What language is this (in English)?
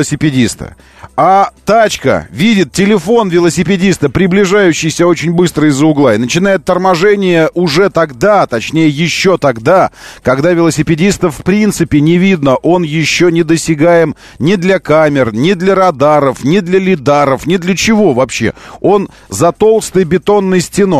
Russian